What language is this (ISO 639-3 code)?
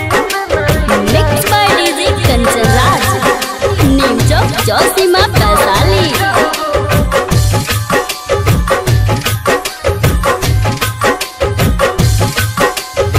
bho